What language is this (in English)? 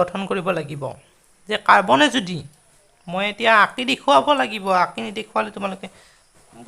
Assamese